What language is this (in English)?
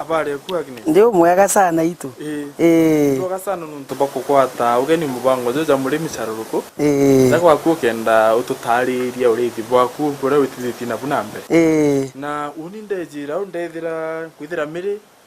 Meru